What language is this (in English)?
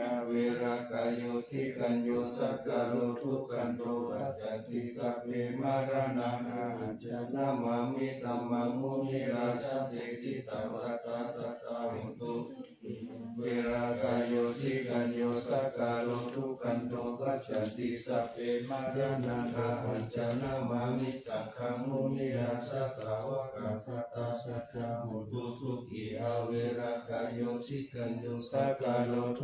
Pali